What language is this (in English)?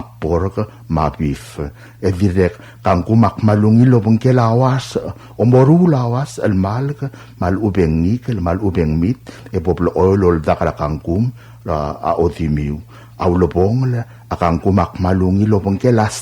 Palauan